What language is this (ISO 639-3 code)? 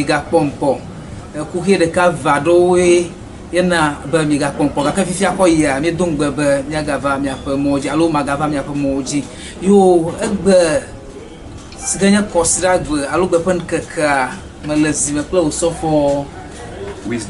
ewe